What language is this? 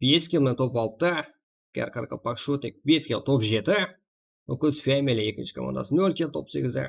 Kara-Kalpak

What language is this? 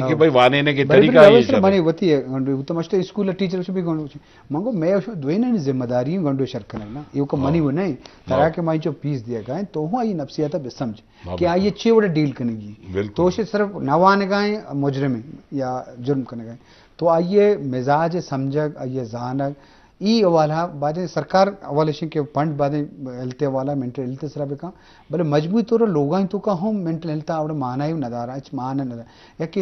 Eastern Balochi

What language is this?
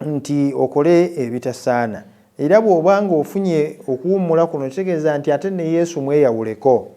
Ganda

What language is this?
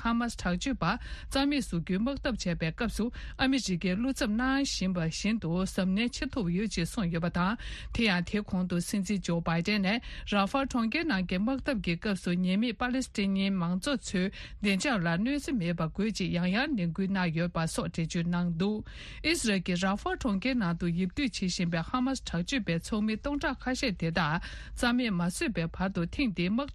Tibetan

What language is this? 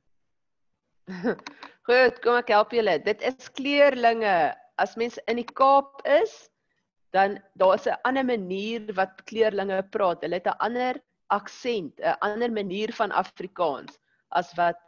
Afrikaans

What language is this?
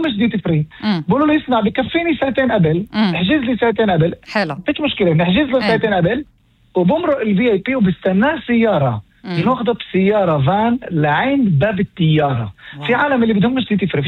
North Levantine Arabic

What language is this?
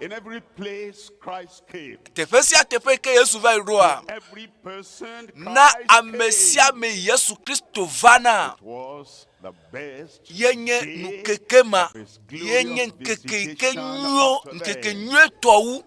Ewe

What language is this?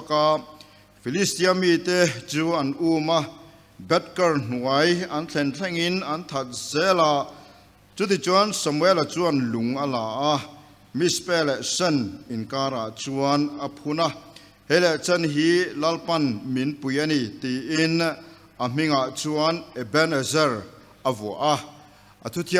Mizo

